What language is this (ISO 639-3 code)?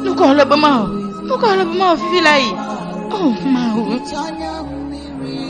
ewe